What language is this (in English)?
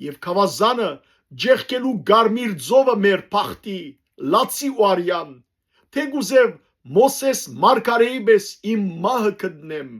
Western Armenian